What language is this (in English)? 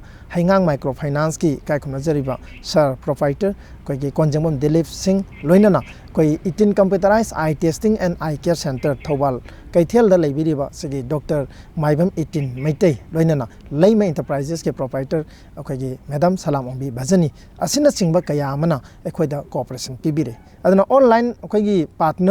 Manipuri